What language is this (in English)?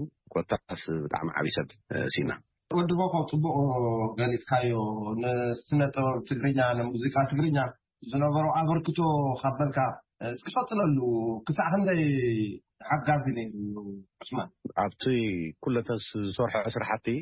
Tigrinya